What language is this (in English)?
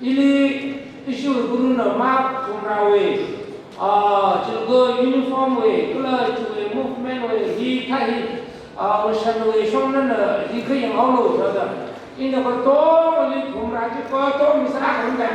Tangkhul Naga (India)